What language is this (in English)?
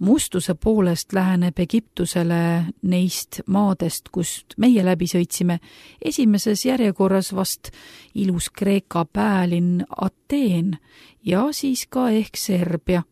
Estonian